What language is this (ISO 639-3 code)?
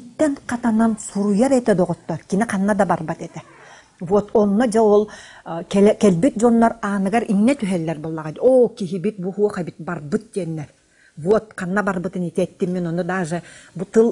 sah